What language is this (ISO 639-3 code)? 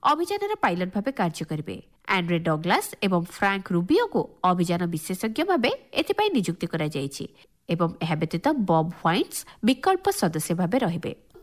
ori